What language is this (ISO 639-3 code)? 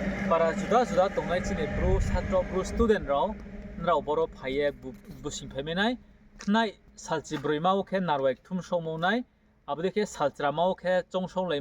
ria